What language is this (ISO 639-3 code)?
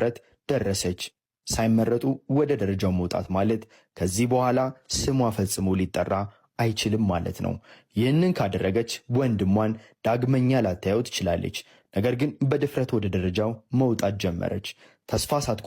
amh